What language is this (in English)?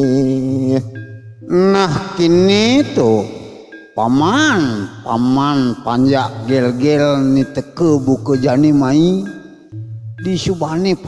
Balinese